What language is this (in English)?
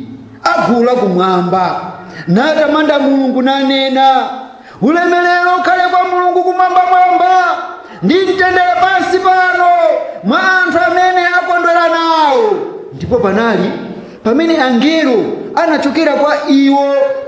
Nyanja